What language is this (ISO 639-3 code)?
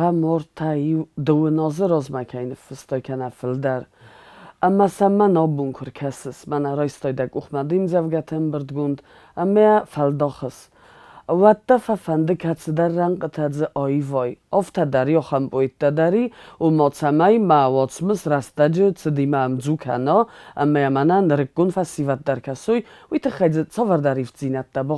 oss